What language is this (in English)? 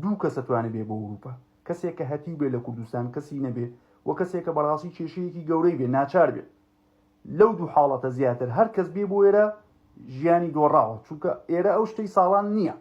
Central Kurdish